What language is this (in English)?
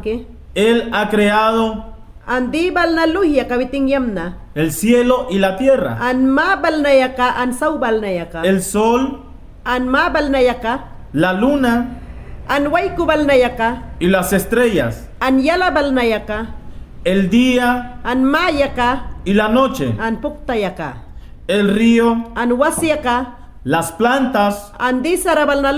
Mayangna